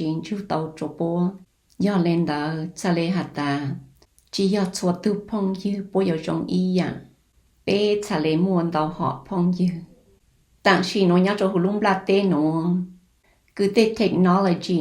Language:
Hmong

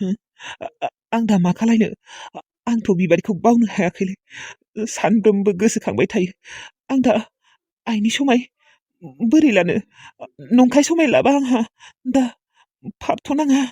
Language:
Bodo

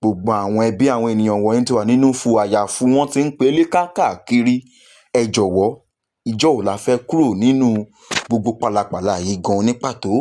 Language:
Yoruba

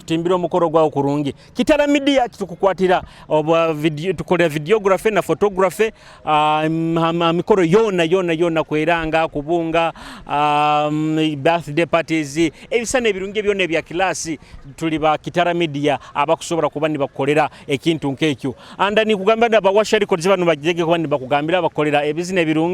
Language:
Nyoro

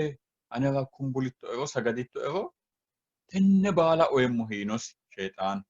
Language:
Sidamo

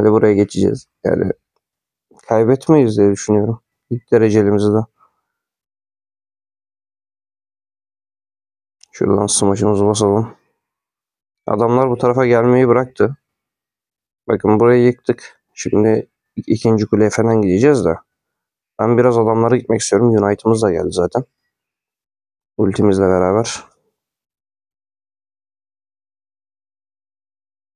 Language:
Turkish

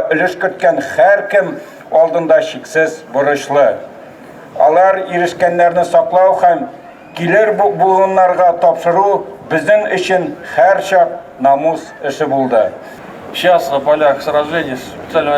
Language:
Tatar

